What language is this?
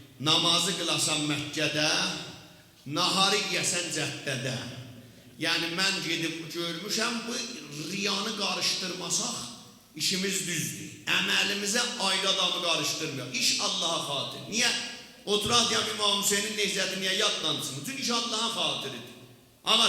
South Azerbaijani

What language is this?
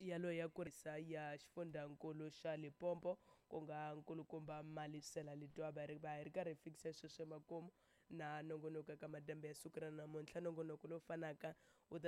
Tsonga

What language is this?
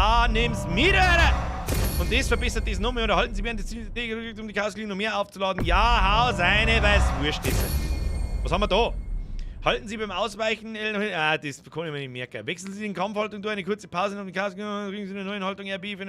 Bavarian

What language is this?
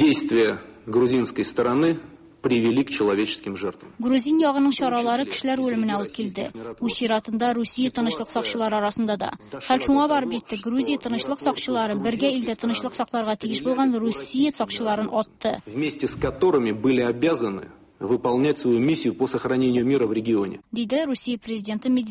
Tatar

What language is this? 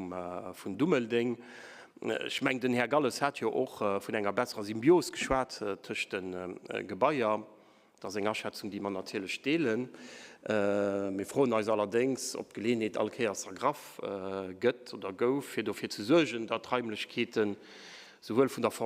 Luxembourgish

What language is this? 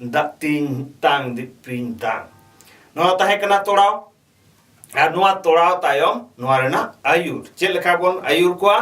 Santali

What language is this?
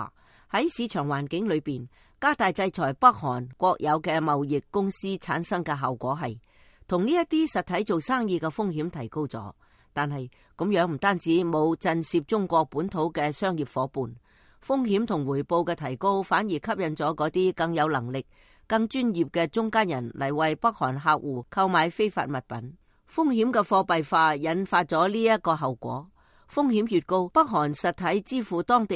Cantonese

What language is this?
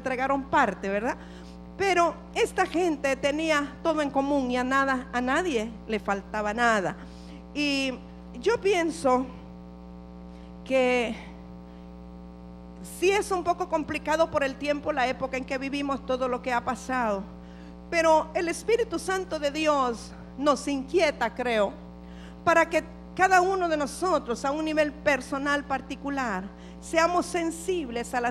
Spanish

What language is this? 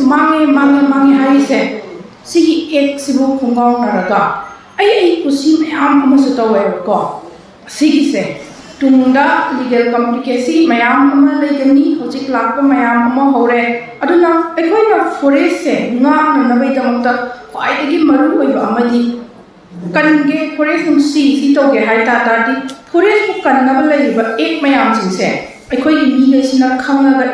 Manipuri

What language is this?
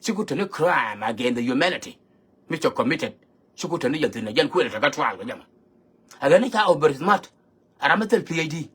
Nuer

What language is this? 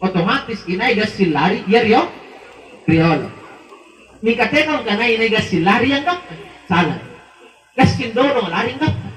Makasar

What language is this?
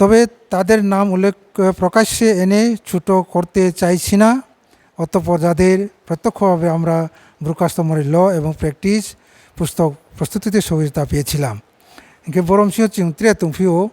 Riang (India)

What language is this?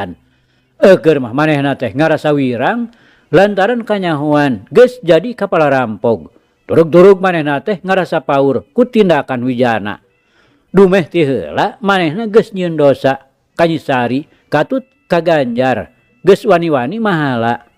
Sundanese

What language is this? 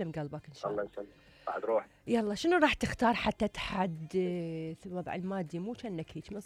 Mesopotamian Arabic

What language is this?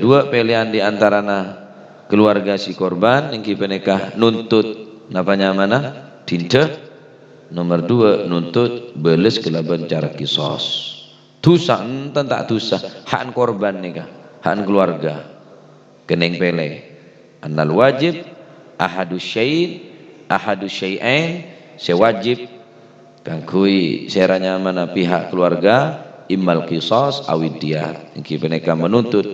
Madurese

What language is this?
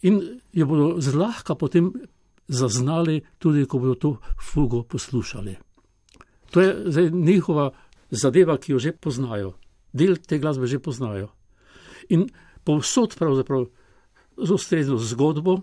Slovenian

